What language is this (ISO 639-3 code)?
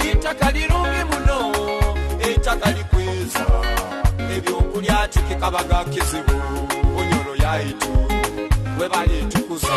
nyo